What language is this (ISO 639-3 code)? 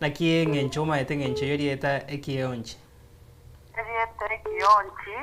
guz